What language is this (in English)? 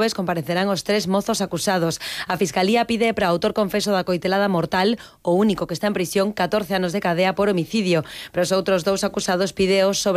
Galician